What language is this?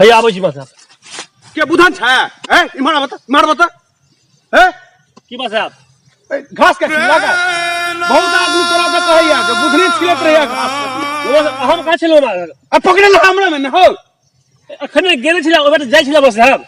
Maithili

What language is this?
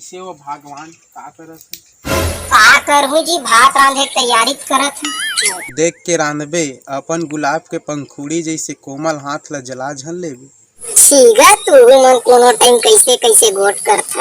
Chhattisgarhi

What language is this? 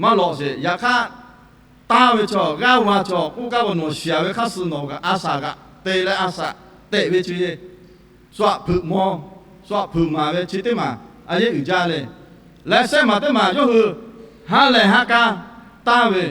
Lahu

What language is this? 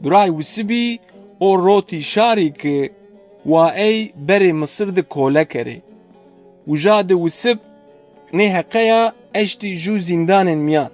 Zaza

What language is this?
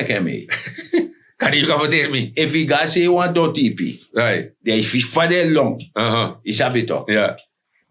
Sranan Tongo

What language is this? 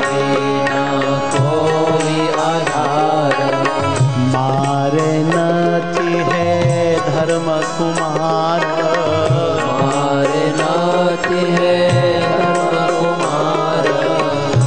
Gujarati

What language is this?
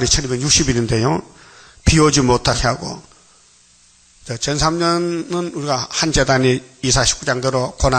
Korean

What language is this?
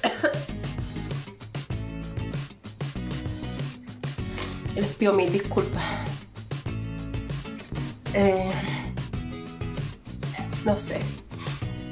Spanish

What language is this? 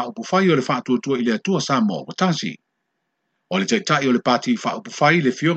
Samoan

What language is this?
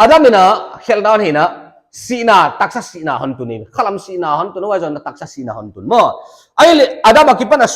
Paite Chin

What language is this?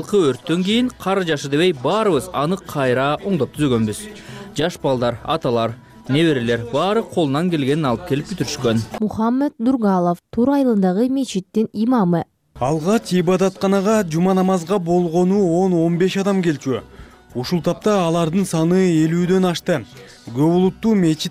Kyrgyz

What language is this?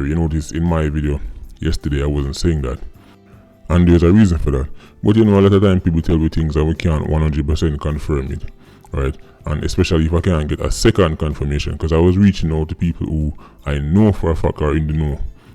Jamaican Creole English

